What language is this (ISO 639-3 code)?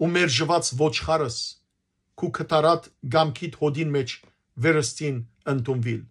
hyw